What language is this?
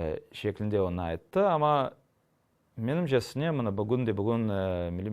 Crimean Tatar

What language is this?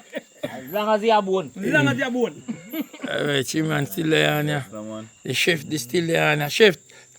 Jamaican Creole English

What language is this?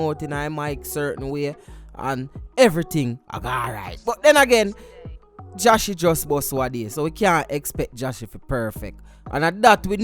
Jamaican Creole English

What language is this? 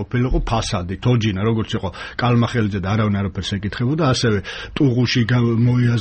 Georgian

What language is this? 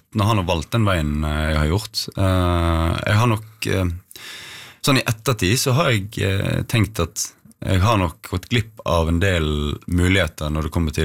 Norwegian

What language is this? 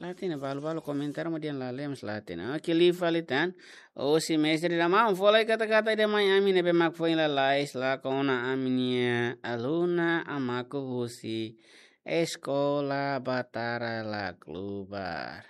Tetum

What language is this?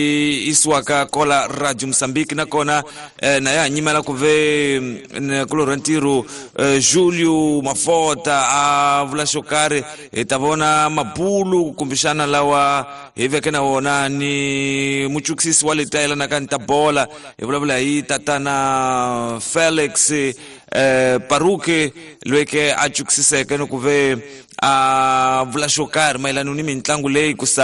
Tsonga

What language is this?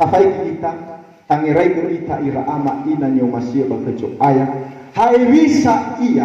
Nias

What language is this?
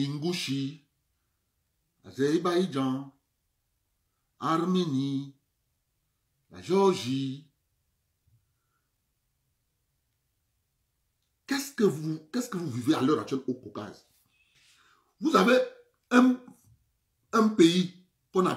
French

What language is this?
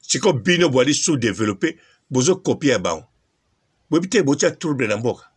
Lingala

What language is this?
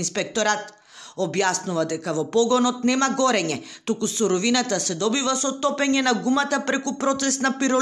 Macedonian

